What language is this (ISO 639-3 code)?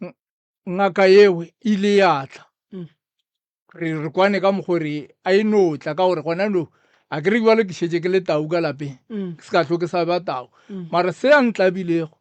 nso